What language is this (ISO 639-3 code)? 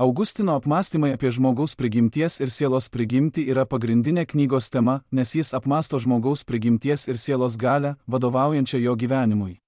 lit